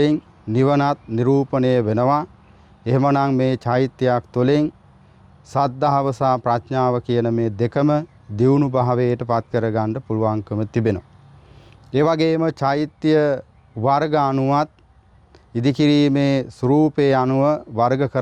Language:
Sinhala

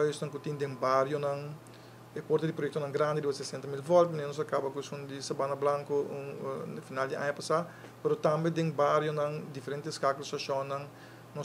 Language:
Papiamento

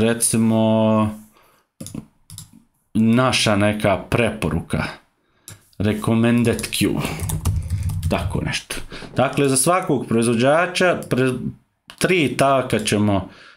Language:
Croatian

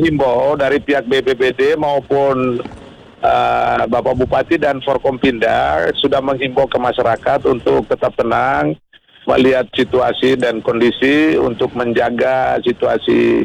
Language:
Indonesian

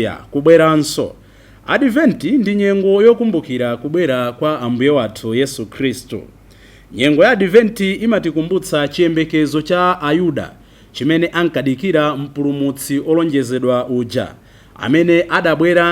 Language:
Nyanja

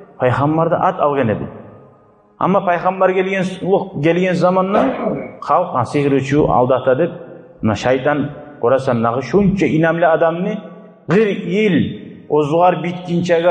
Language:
Kumyk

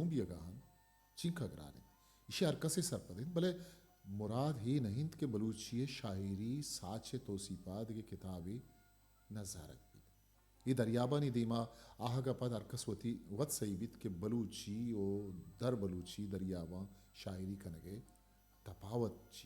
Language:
Eastern Balochi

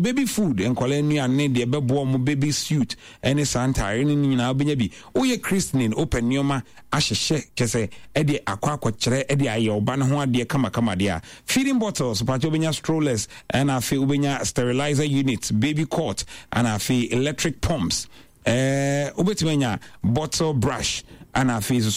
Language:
Akan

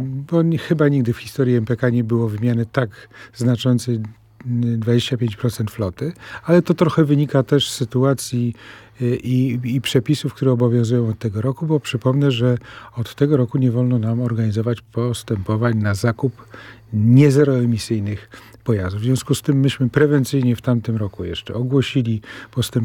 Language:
Polish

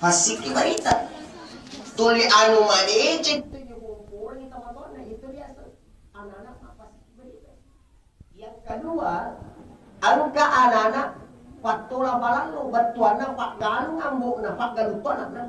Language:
Buginese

